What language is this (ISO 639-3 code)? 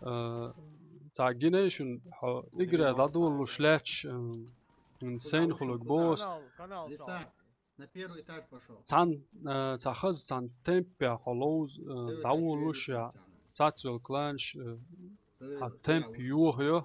che